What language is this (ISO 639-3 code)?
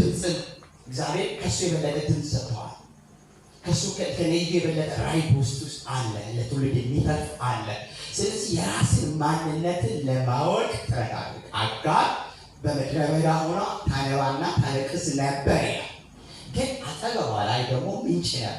amh